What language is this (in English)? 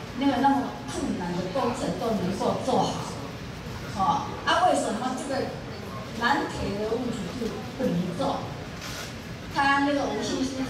Chinese